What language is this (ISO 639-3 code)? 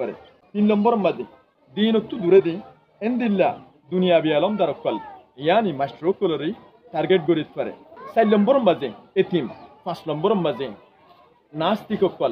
rhg